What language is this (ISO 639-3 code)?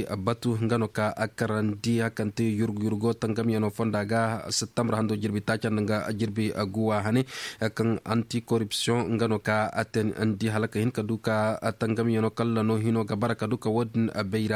dje